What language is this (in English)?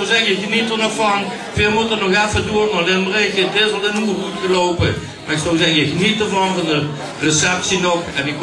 Limburgish